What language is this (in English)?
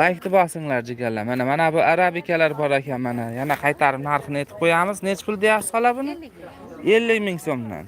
Uzbek